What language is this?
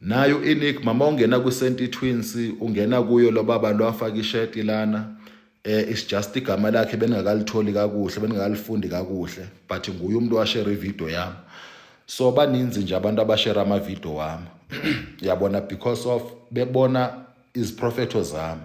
Zulu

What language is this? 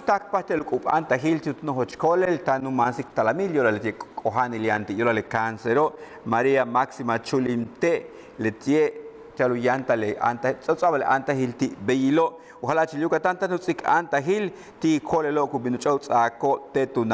Yucateco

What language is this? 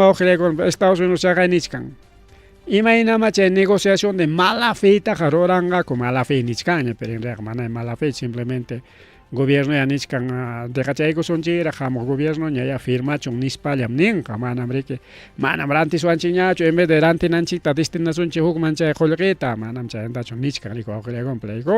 Ayacucho Quechua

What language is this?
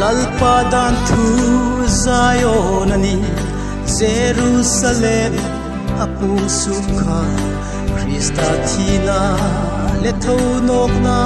Hmar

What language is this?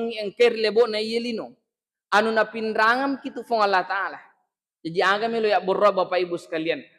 Buginese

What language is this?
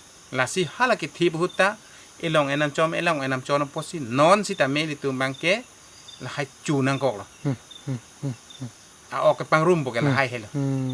Karbi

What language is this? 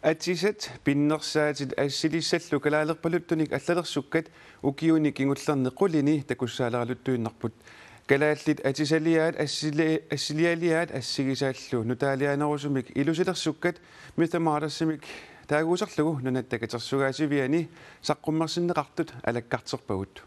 Kalaallisut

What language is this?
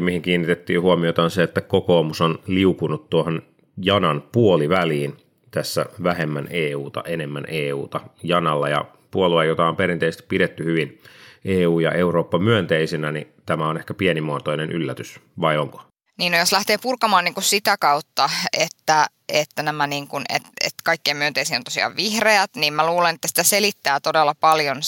Finnish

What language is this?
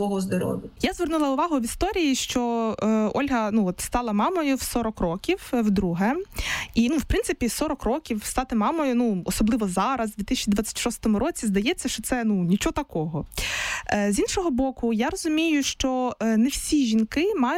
Ukrainian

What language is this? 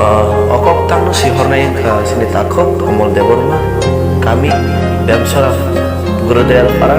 Kok Borok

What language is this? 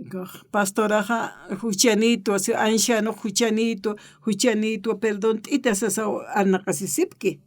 Aymara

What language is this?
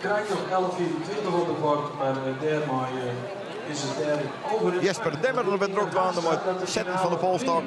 Western Frisian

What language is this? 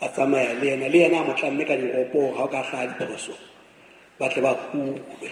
Southern Sotho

